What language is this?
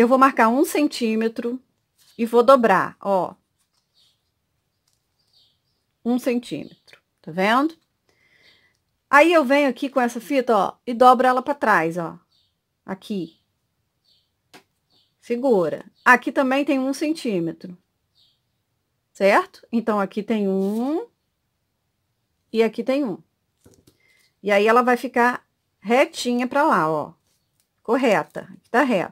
Portuguese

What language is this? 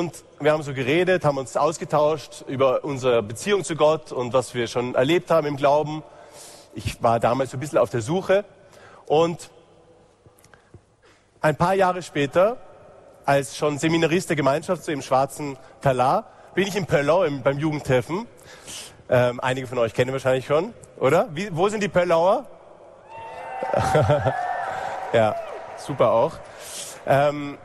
German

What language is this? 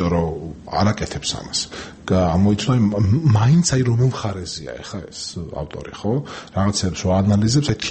Georgian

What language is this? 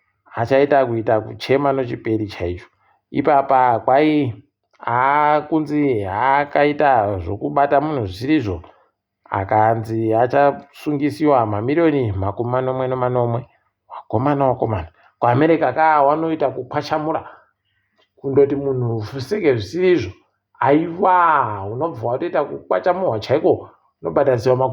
Ndau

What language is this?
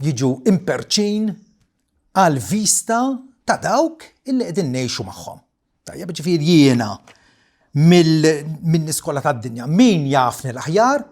Maltese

